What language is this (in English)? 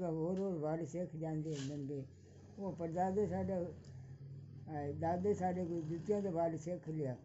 Punjabi